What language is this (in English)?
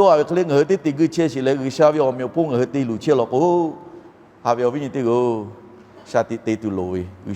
Lahu